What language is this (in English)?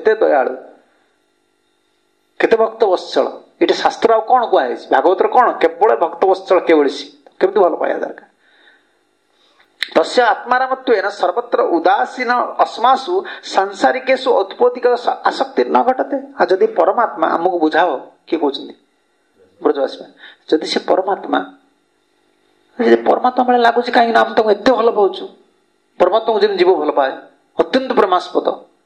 Odia